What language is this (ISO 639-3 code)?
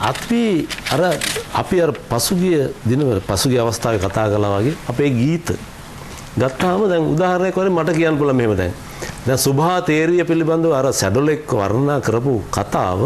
sin